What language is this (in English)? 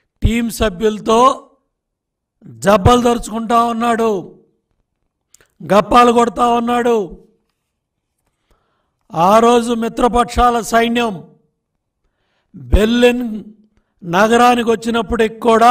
Telugu